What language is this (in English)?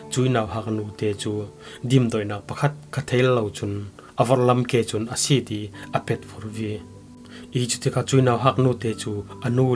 Falam Chin